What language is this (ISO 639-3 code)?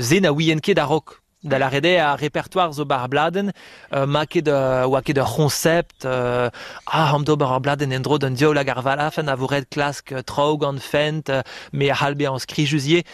bre